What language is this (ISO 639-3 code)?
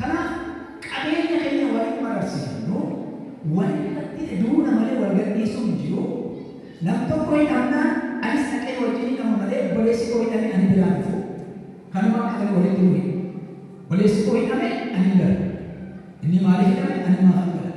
orm